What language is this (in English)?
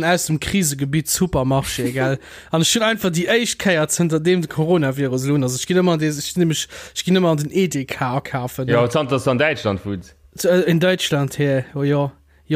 Luxembourgish